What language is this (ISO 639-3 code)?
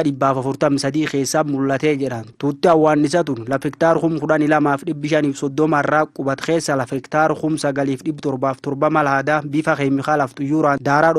orm